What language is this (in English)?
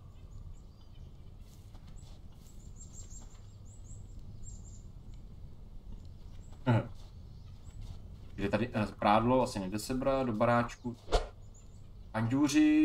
Czech